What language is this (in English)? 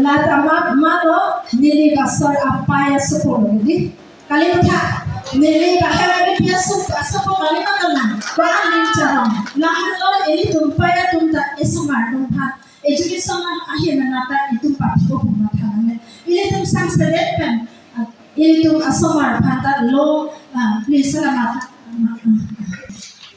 Karbi